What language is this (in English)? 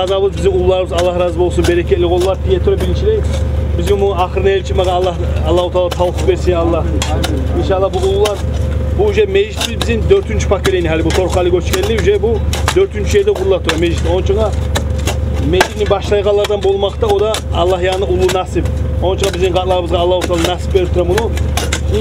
Kumyk